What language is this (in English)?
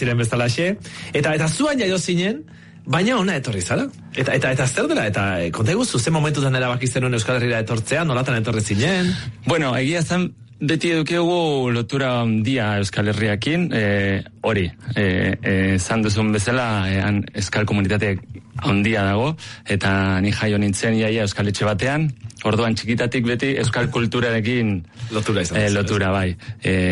Basque